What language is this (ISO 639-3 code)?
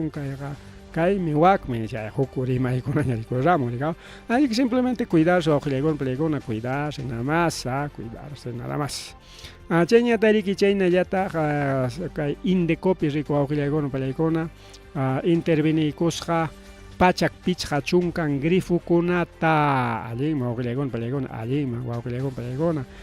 quy